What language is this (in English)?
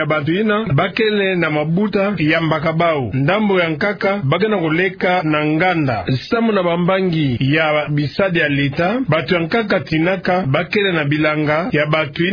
Kituba (Democratic Republic of Congo)